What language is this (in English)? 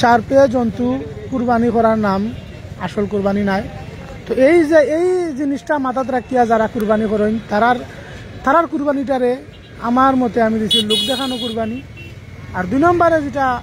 Sylheti